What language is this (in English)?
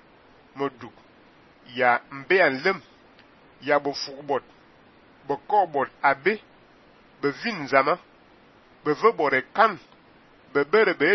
Fang